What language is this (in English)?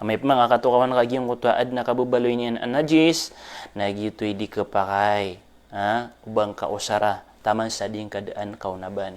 Maranao